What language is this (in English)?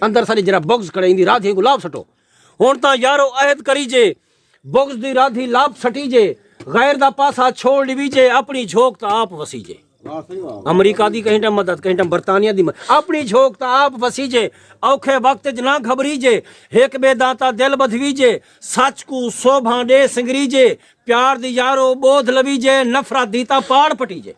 Saraiki